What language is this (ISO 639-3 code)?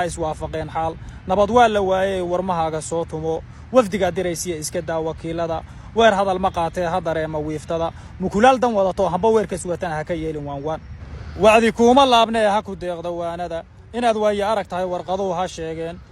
som